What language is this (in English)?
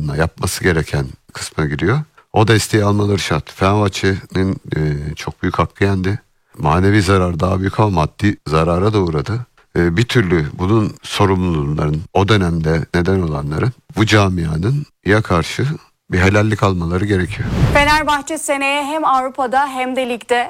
Turkish